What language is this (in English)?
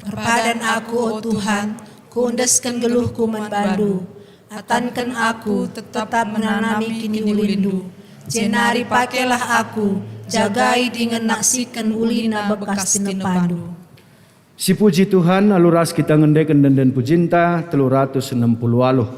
Batak Karo